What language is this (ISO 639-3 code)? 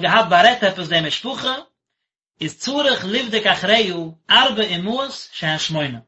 yid